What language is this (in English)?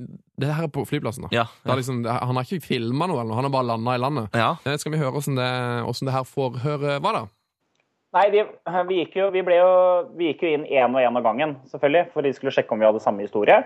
Norwegian